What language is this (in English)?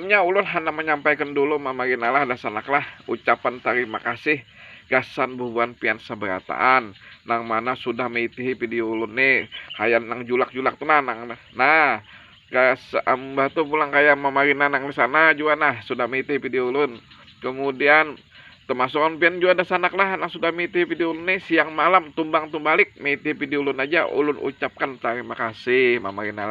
Banjar